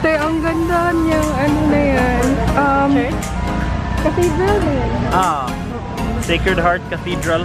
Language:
Cebuano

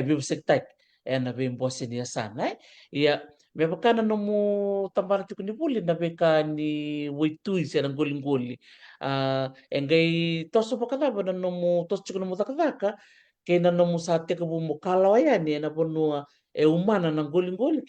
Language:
Fijian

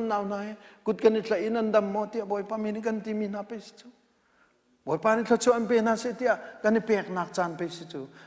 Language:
Hakha Chin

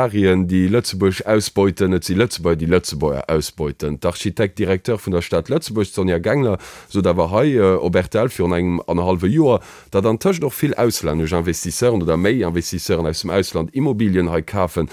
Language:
Luxembourgish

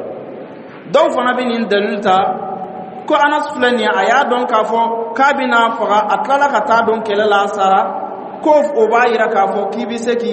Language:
Dyula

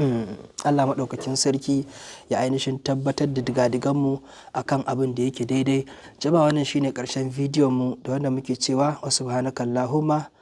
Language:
Hausa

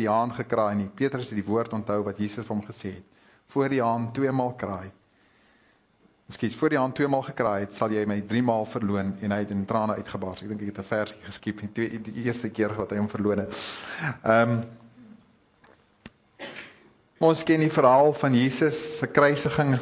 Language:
Afrikaans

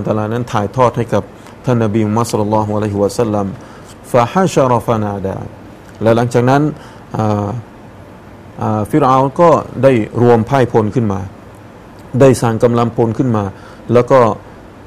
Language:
Thai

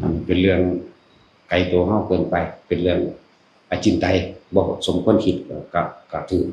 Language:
Northeastern Thai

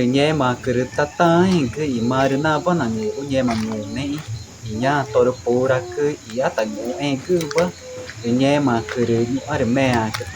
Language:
Ticuna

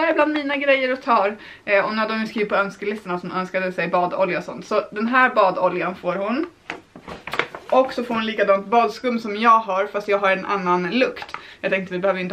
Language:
Swedish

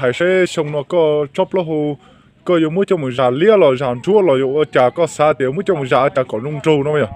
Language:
Hmong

